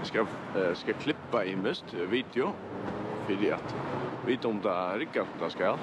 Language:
Faroese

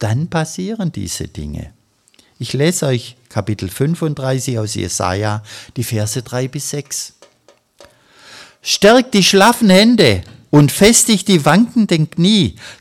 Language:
German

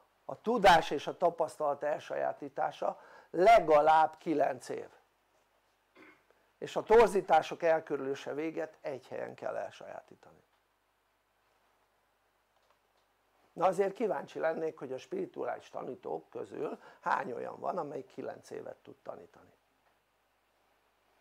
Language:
Hungarian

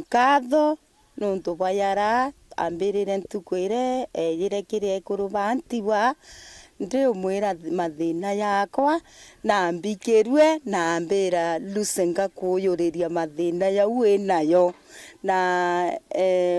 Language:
Meru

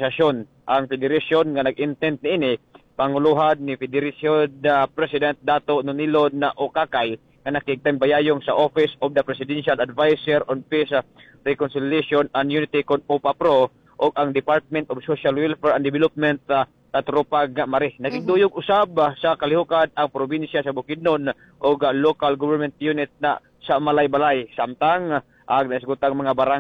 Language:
Cebuano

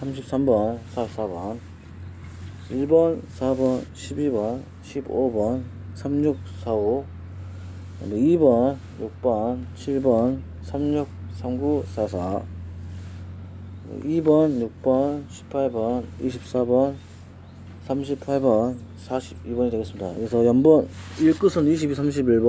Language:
Korean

